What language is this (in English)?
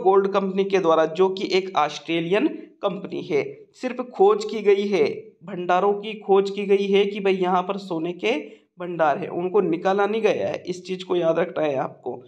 Hindi